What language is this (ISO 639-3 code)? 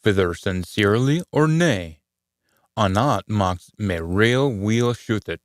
sco